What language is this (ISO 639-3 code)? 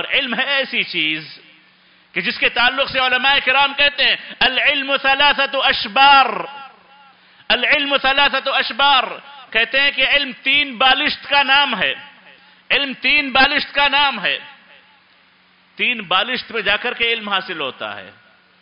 urd